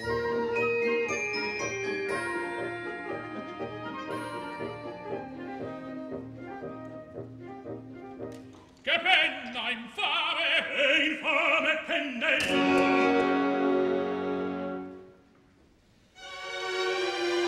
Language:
Italian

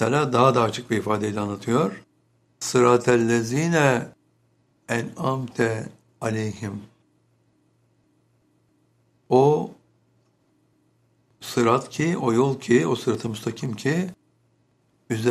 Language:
Turkish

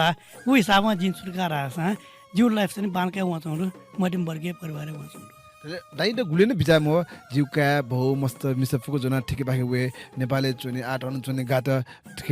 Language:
Newari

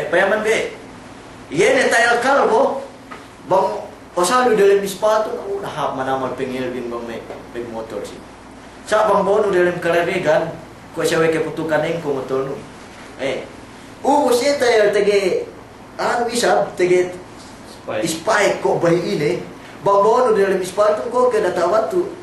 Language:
Yakan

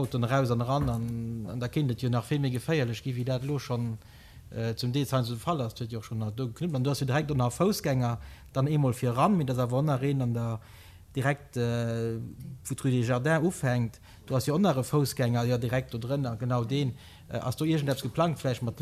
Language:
Luxembourgish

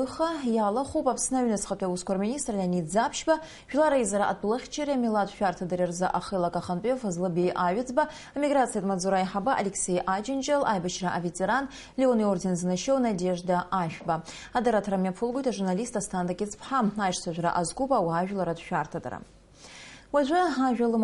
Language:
Abkhazian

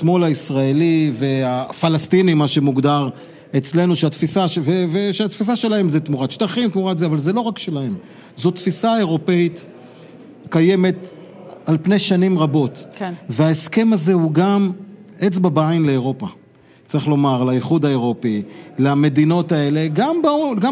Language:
Hebrew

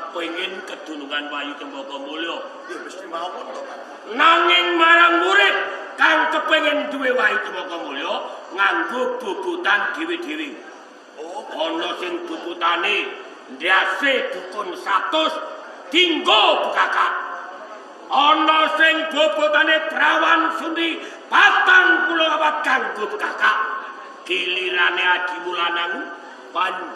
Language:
Javanese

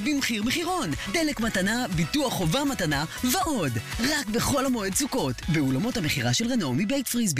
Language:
Hebrew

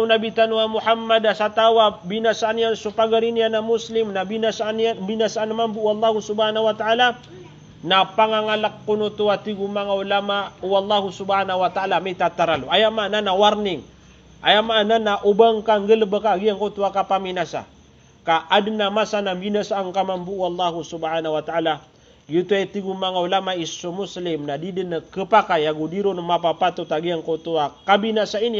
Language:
Maranao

